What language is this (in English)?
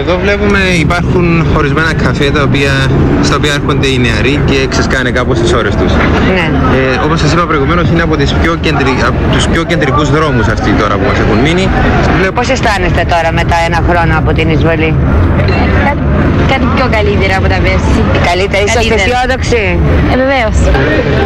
Greek